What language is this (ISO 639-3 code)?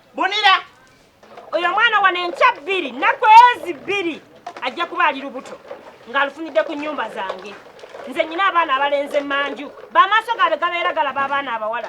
lug